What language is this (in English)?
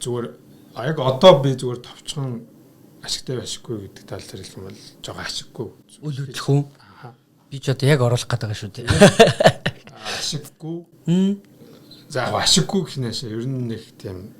Mongolian